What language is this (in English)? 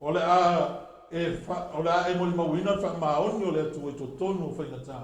Samoan